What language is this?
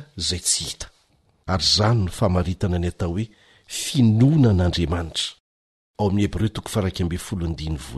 Malagasy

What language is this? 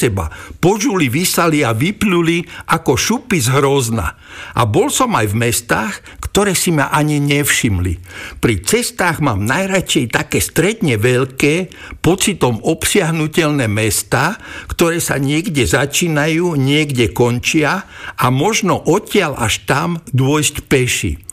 Slovak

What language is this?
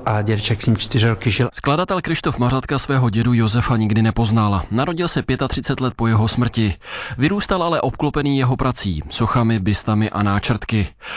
Czech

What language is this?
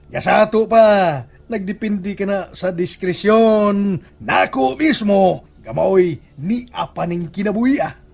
Cebuano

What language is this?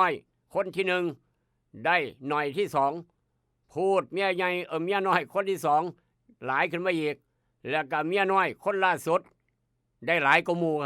Northeastern Thai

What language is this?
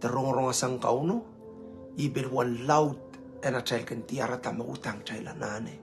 Pohnpeian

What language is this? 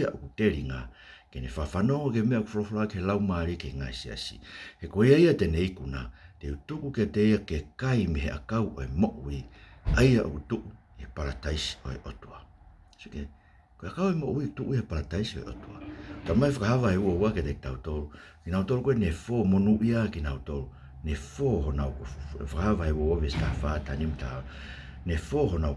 Tongan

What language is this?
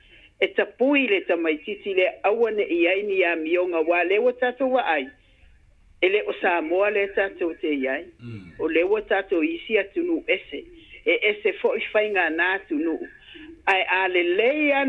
Samoan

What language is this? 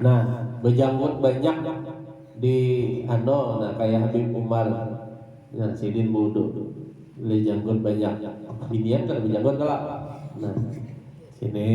Banjar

